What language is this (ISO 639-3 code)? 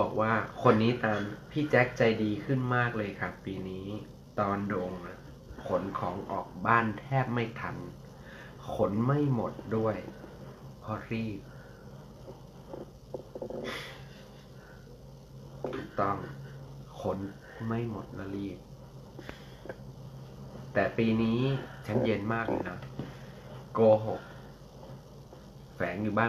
tha